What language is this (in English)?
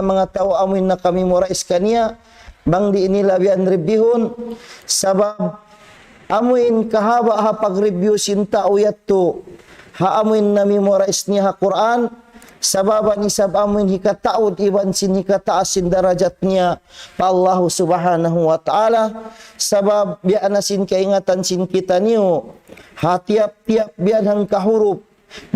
Tausug